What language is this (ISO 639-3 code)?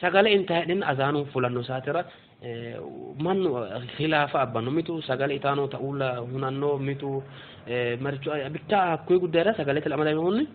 sid